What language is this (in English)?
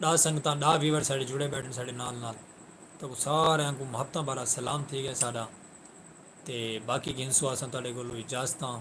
Saraiki